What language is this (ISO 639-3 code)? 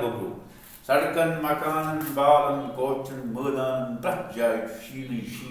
kas